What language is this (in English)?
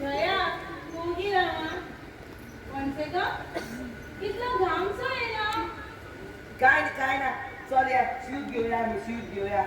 Konkani